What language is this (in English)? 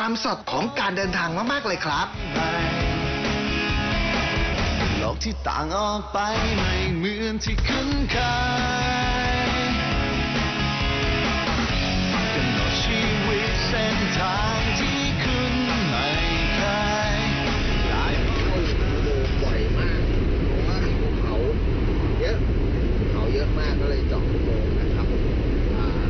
Thai